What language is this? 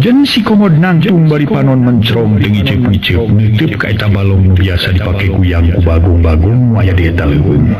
Sundanese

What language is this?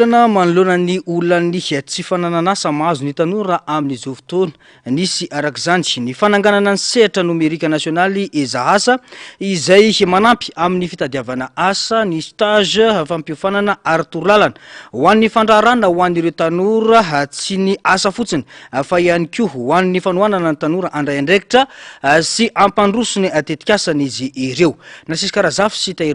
Malagasy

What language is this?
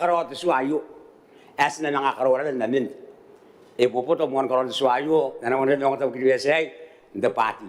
Gilbertese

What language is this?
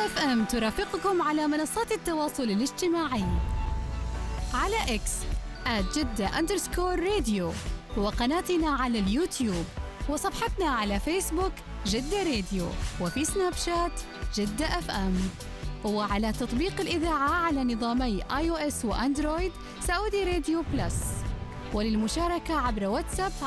Arabic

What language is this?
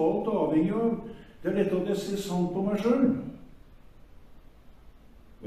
Norwegian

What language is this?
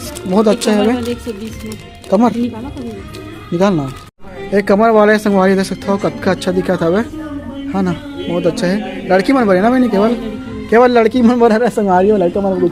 Chhattisgarhi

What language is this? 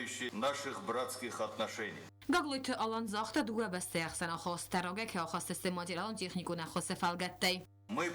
Ossetic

